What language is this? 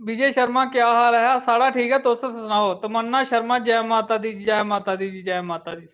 Dogri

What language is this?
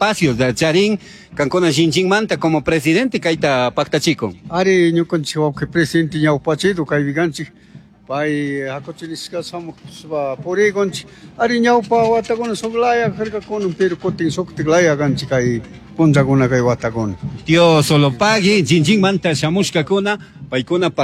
Chimborazo Highland Quichua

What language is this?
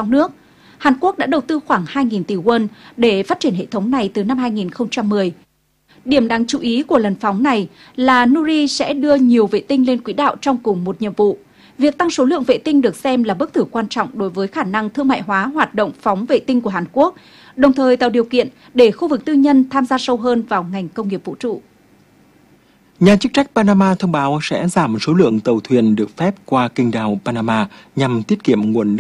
Vietnamese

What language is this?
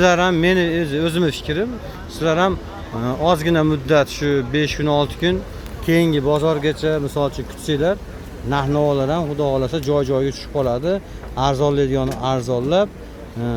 Uzbek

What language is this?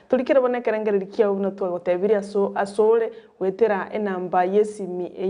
Gusii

